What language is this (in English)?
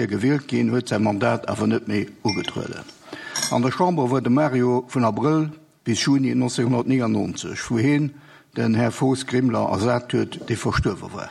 Luxembourgish